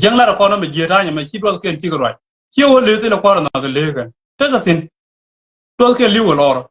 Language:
Nuer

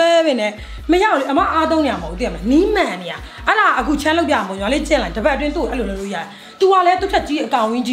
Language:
Burmese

